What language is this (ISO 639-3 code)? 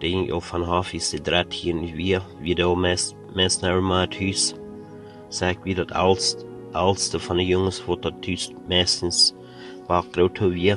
pdt